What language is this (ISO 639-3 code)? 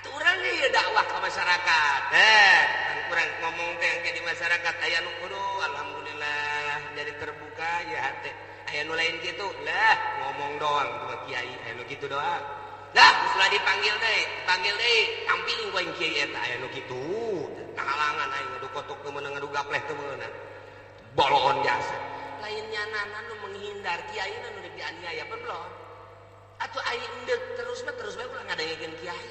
sun